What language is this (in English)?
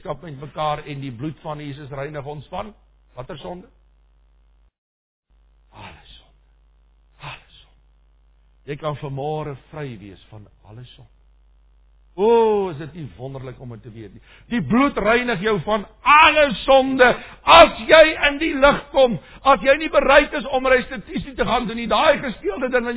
Afrikaans